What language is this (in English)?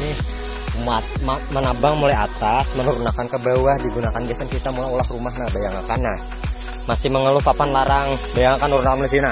Banjar